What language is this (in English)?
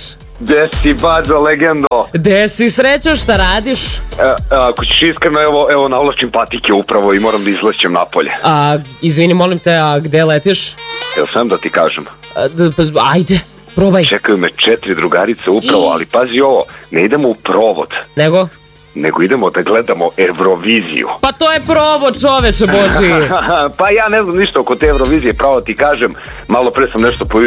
Serbian